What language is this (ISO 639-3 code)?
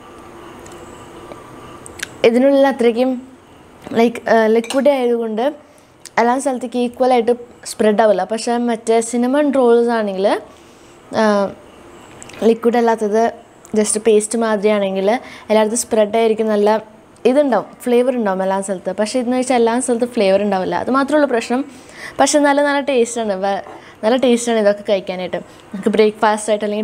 mal